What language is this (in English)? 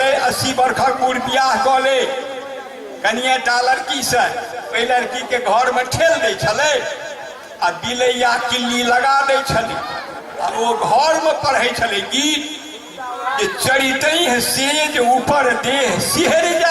Maithili